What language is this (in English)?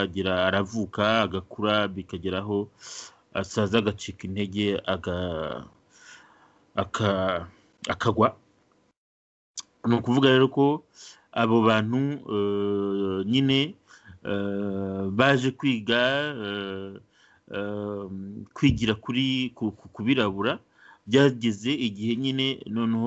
Kinyarwanda